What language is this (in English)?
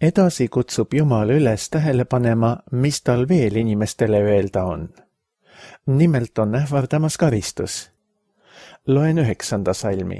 Estonian